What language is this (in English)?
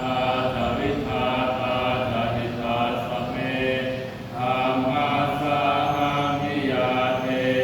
Pali